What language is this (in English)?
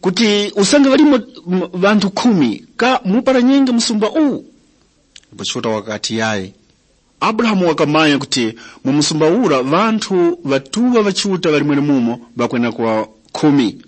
Tumbuka